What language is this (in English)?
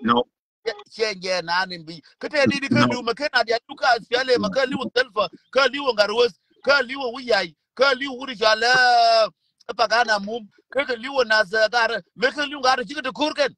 Nuer